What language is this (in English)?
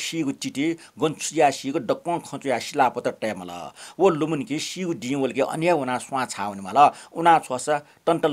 Newari